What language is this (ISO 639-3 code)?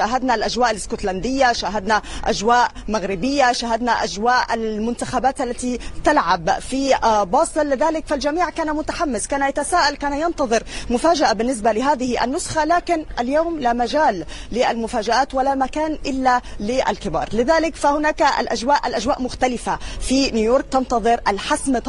ara